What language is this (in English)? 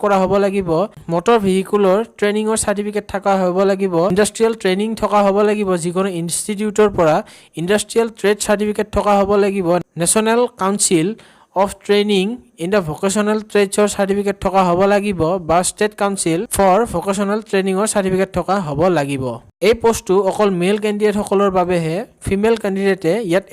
Assamese